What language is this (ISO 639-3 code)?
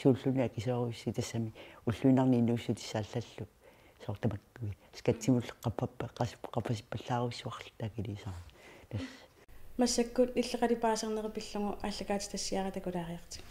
kal